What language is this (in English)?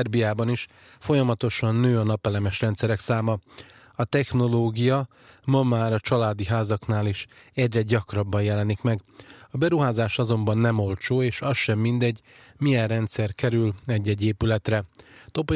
Hungarian